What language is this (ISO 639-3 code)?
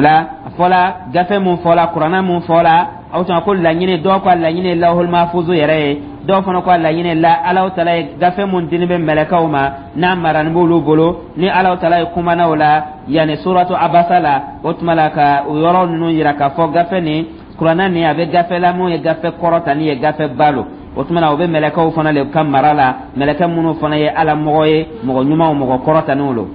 dyu